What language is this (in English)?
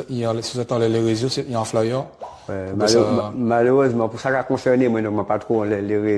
Guadeloupean Creole French